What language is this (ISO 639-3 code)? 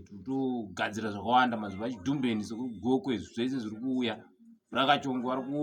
sna